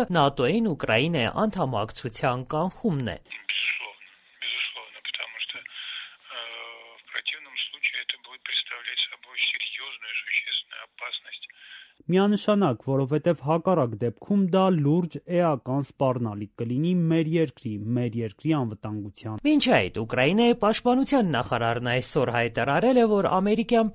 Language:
Armenian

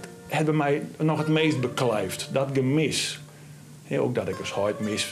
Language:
Western Frisian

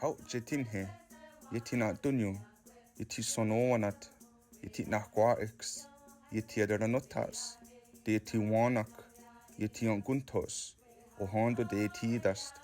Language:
Mohawk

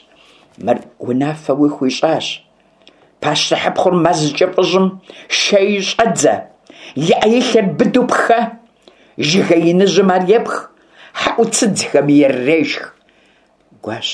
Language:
Kabardian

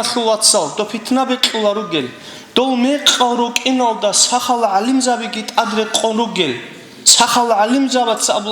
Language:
Avaric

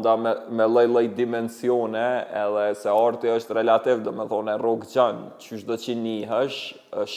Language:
Albanian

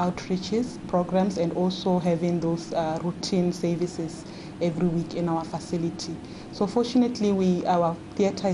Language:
Tswana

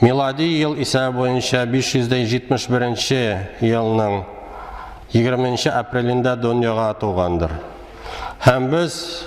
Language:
Tatar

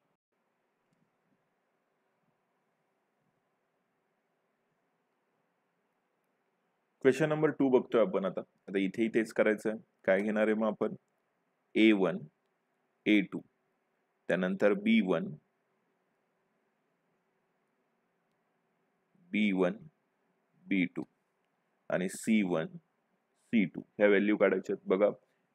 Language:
Marathi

